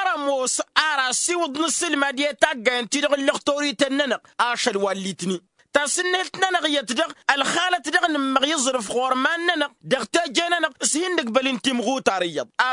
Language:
Tamasheq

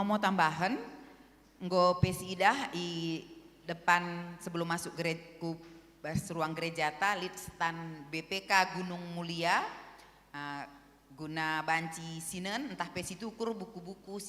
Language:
Batak Karo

